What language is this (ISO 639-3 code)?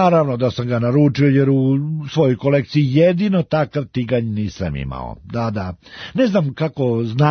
srp